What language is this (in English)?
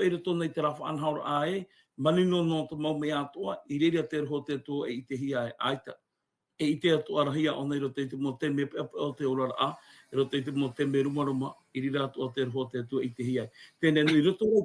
Tahitian